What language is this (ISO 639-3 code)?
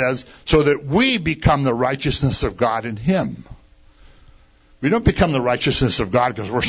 eng